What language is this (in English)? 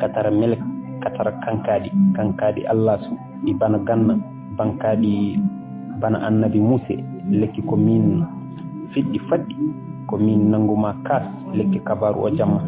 Fula